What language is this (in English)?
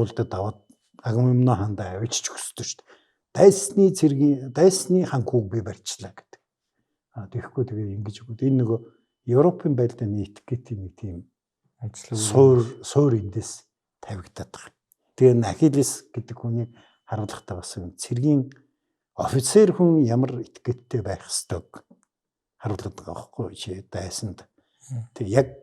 Mongolian